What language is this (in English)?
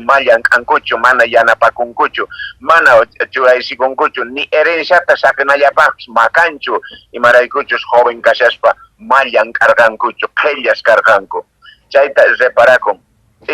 Quechua